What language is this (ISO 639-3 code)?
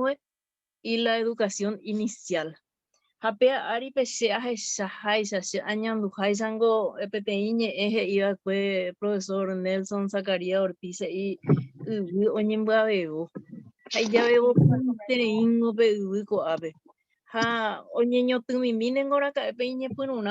grn